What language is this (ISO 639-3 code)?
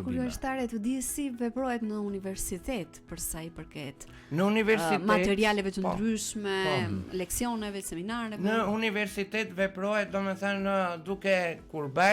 sqi